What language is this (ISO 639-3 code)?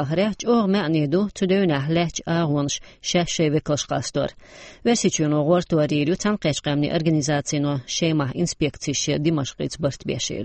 che